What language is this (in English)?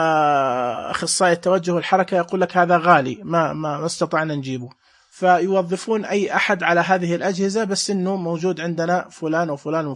Najdi Arabic